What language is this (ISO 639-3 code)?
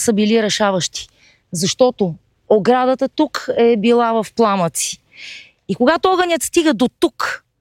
bul